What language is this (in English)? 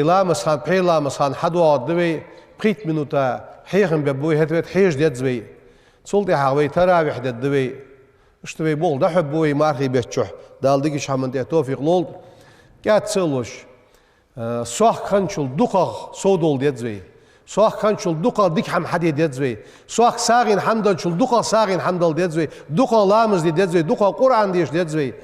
Ingush